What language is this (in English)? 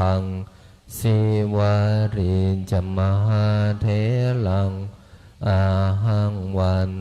Pali